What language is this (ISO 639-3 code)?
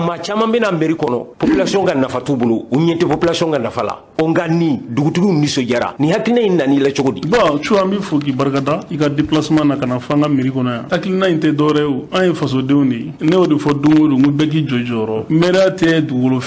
bam